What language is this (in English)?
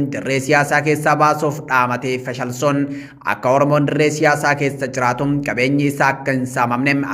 Oromo